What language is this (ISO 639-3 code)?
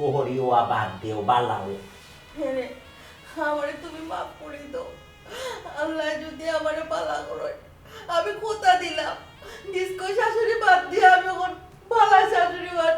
syl